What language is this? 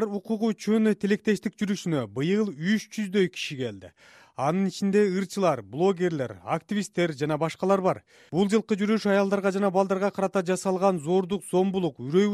Kyrgyz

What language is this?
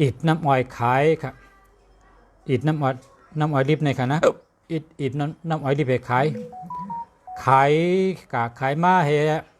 Shan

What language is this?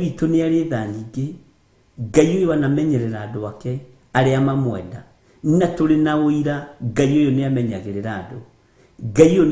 Kikuyu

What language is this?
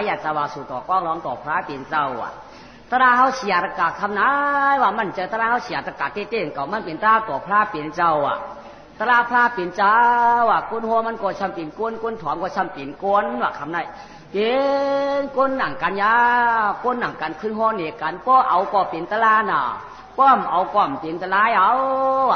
Shan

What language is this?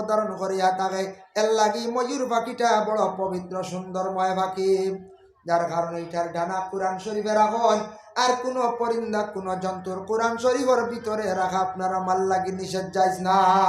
Sylheti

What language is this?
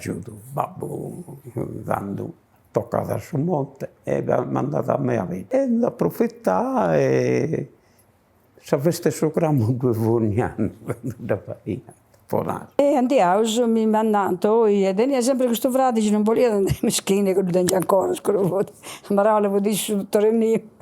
Sardinian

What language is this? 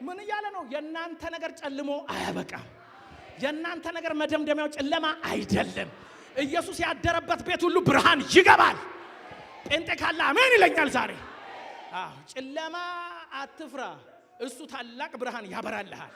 Amharic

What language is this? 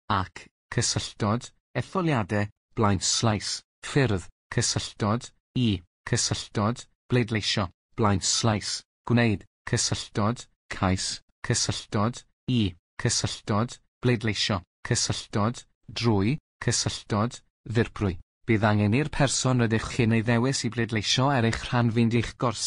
Welsh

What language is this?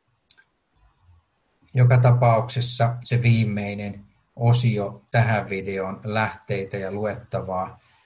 Finnish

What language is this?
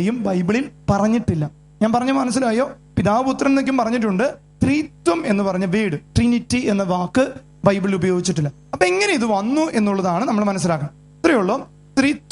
Malayalam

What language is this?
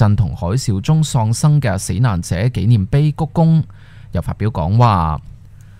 Cantonese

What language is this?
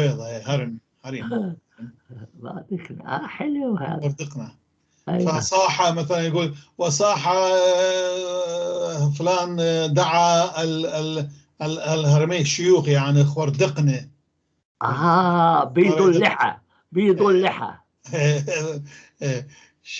North Levantine Arabic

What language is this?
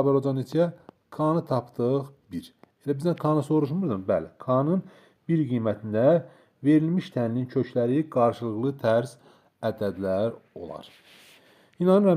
Azerbaijani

